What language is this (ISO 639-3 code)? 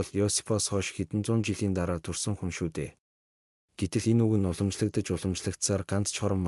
mon